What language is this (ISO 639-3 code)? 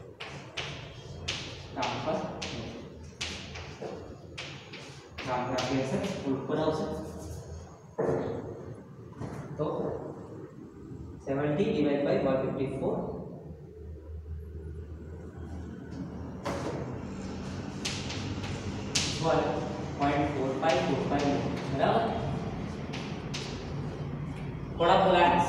guj